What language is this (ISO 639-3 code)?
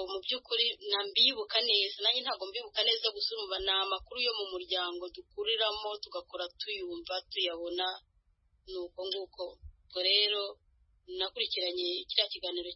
kin